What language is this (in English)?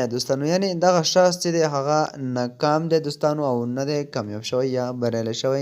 Pashto